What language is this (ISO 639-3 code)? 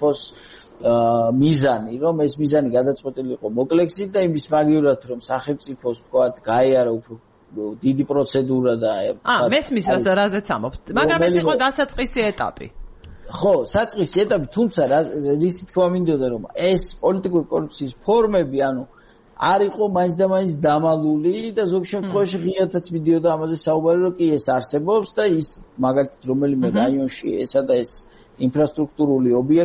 kat